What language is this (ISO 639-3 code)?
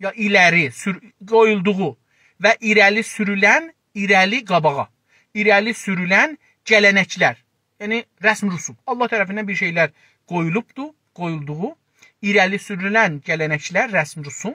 azb